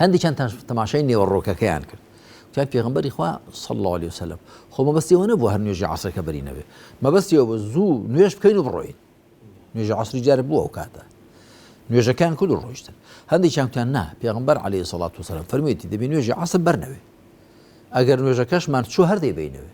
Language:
Central Kurdish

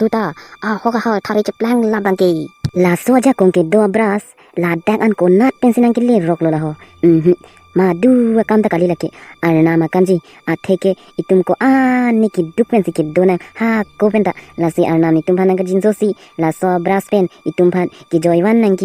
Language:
Karbi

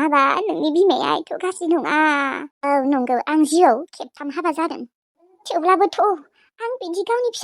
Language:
Bodo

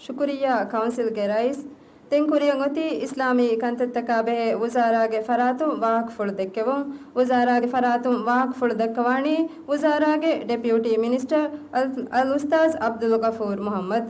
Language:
Divehi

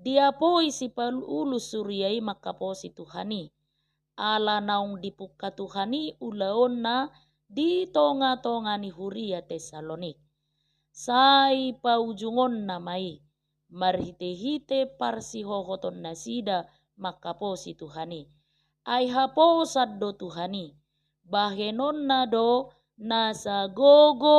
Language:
Batak Toba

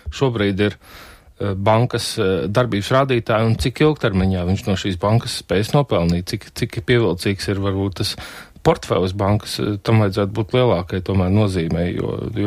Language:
Latvian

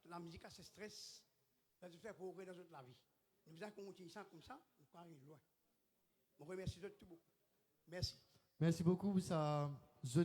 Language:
Morisyen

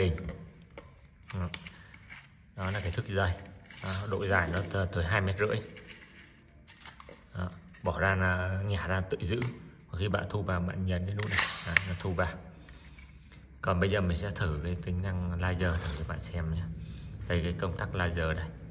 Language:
Vietnamese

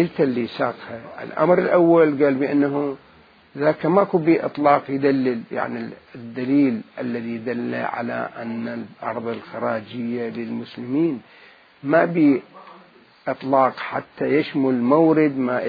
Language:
Mesopotamian Arabic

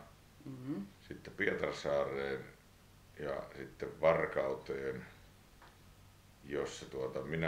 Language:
Finnish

